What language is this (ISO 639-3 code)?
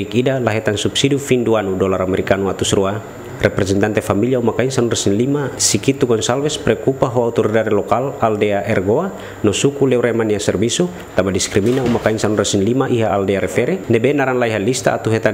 tet